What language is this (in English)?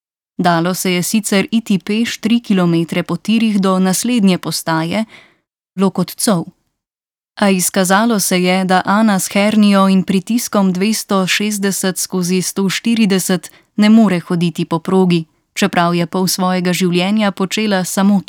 Slovenian